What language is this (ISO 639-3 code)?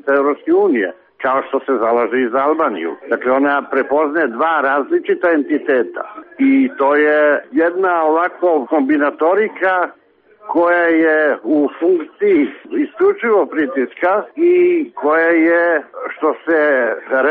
srp